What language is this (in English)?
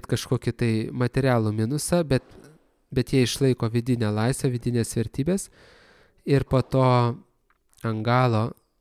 Lithuanian